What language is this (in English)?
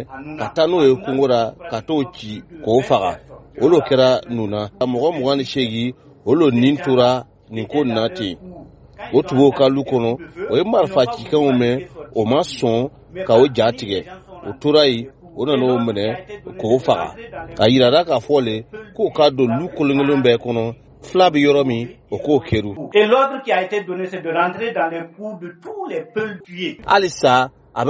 Bambara